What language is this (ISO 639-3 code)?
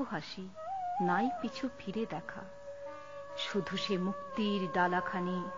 ben